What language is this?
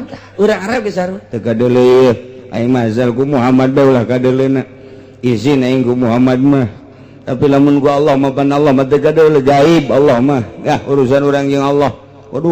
Sundanese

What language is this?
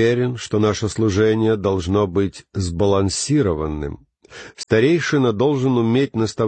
Russian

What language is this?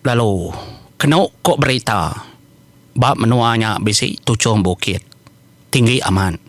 Iban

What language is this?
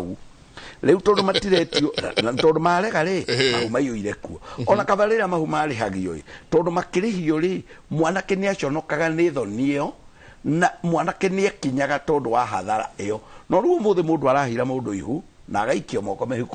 Kikuyu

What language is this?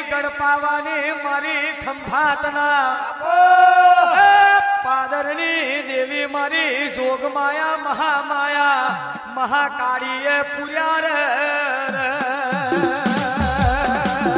Gujarati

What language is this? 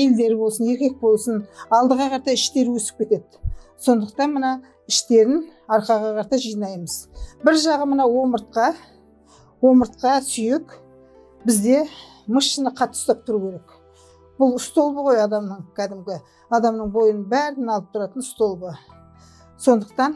Kazakh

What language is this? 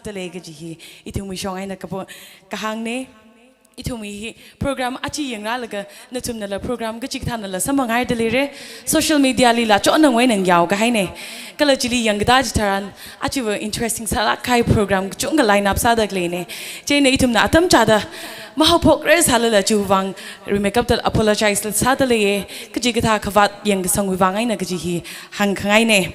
Tangkhul Naga (India)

